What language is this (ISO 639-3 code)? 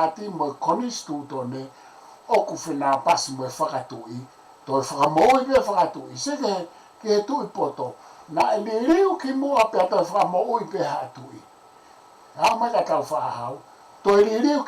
ton